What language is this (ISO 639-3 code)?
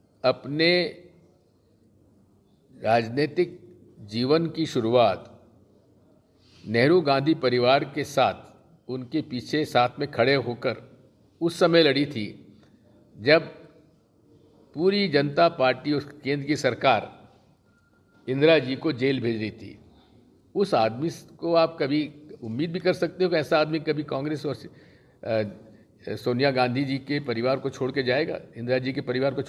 hin